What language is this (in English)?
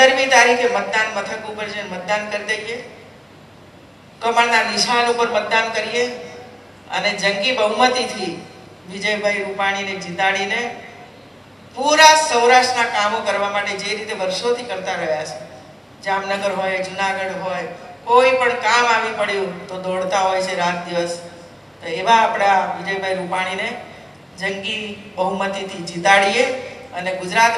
Gujarati